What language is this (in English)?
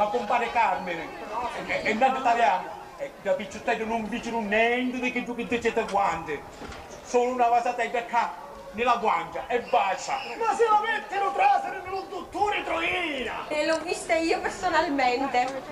Sicilian